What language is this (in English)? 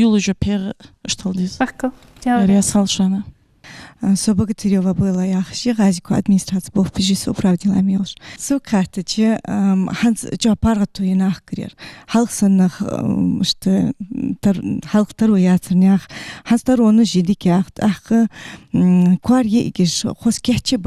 Ingush